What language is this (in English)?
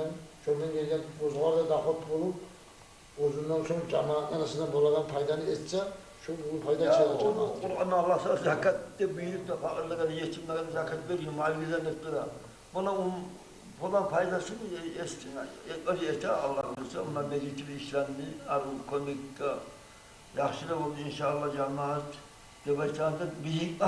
Kumyk